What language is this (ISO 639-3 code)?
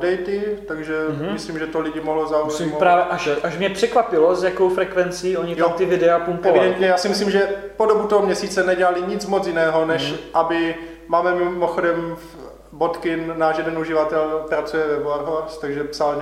ces